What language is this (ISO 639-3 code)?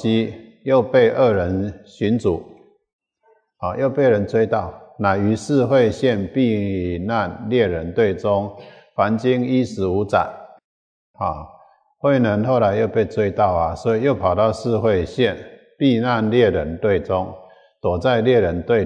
zho